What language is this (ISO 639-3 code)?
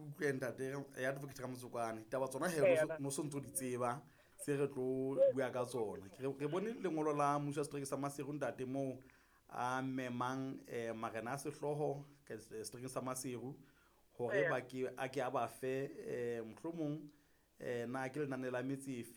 sot